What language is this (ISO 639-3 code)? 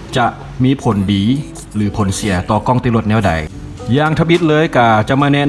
lao